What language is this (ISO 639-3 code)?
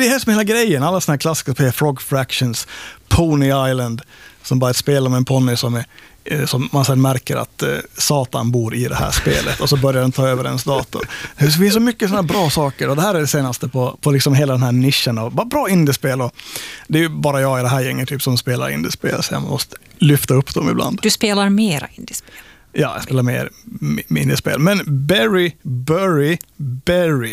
swe